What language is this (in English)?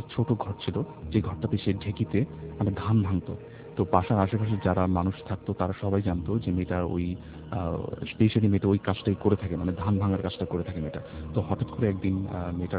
Bangla